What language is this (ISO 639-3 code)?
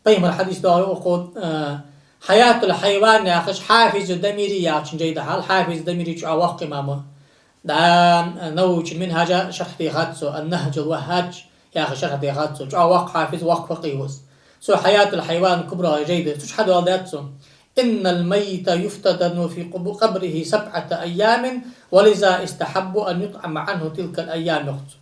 inh